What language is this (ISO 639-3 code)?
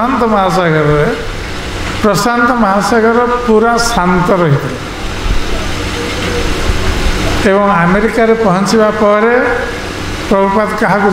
ori